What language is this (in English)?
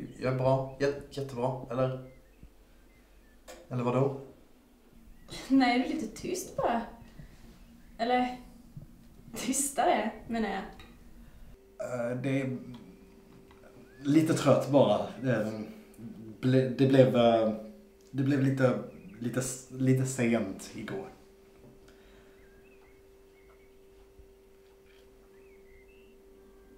Swedish